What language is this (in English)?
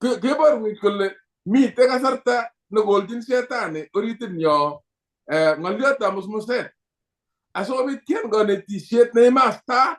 Kalenjin